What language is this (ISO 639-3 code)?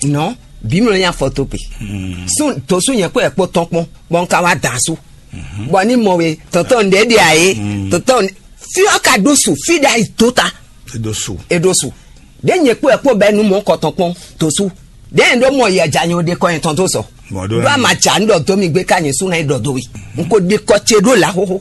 fon